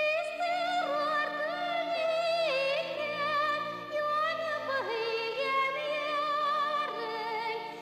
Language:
Bashkir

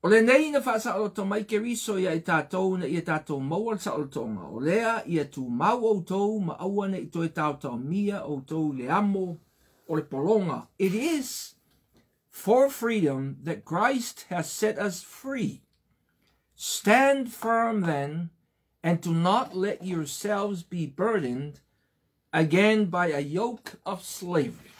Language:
Samoan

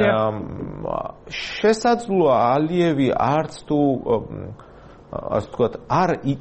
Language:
Georgian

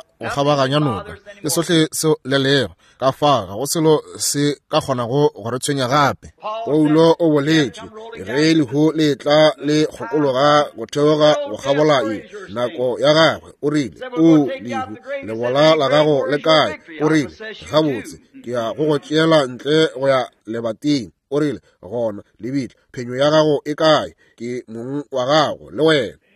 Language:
Northern Sotho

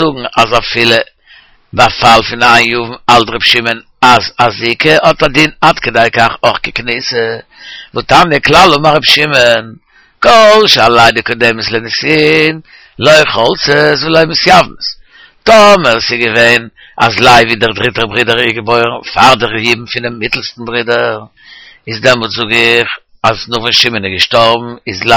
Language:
Yiddish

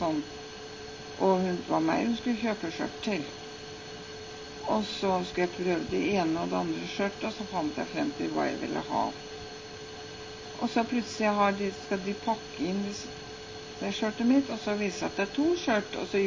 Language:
Norwegian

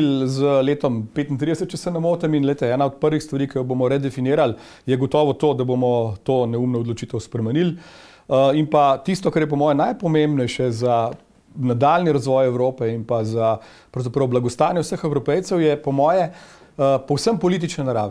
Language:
Slovenian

